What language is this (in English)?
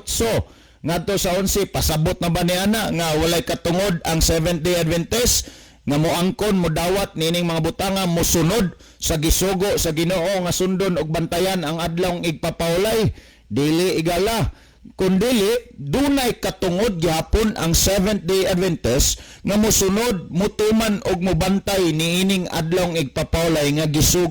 Cebuano